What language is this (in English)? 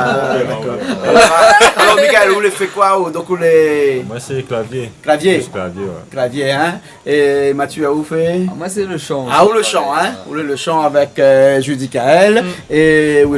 Réunion Creole French